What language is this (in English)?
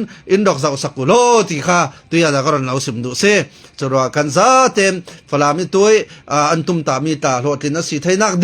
Falam Chin